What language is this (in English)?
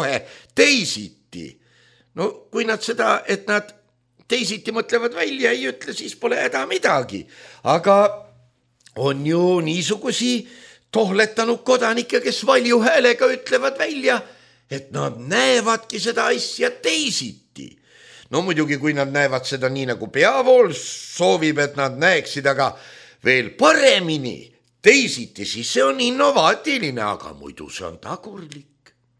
Estonian